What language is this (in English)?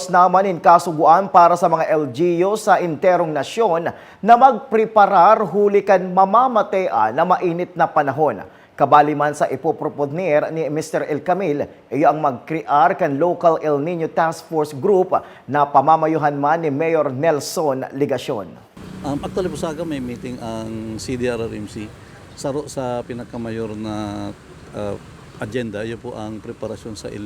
Bikol